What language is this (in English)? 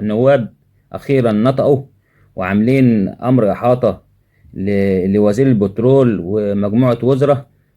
Egyptian Arabic